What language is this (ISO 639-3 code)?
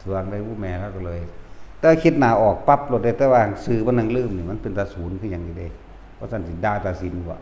tts